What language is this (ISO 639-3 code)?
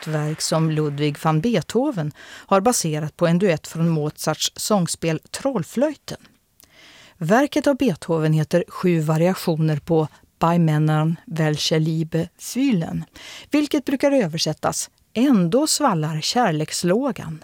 swe